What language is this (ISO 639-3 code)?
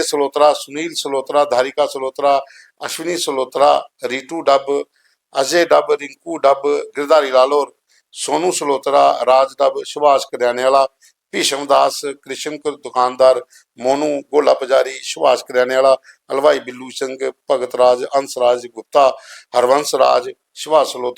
doi